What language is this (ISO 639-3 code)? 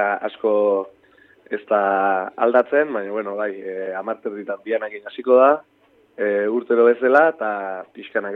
eus